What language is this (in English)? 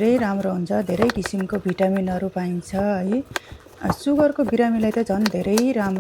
Nepali